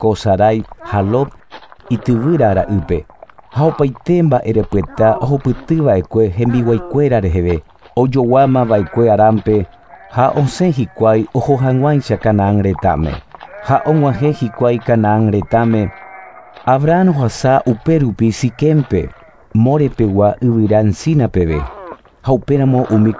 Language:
Guarani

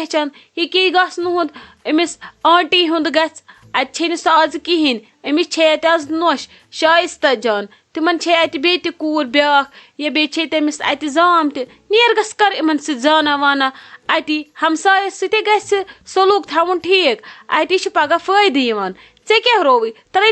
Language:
Kashmiri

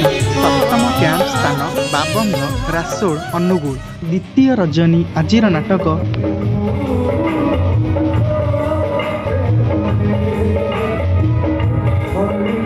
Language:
Odia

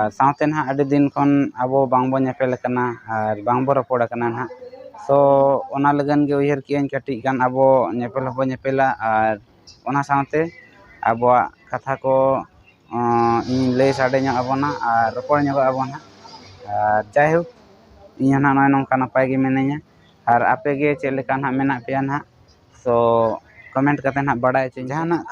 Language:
Santali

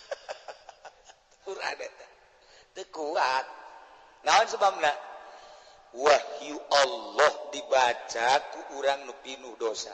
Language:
Sundanese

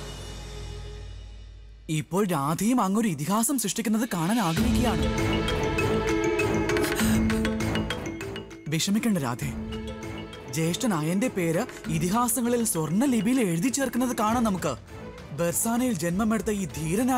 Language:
Malayalam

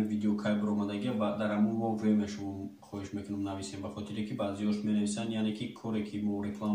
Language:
Tajik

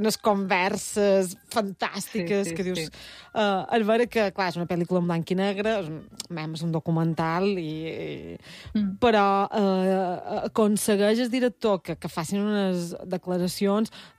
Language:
Catalan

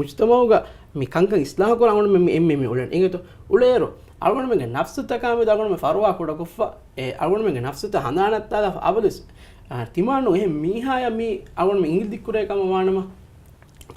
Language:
Divehi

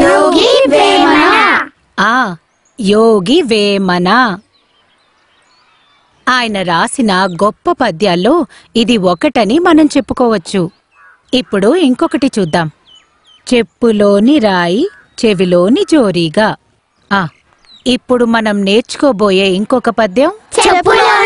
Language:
Telugu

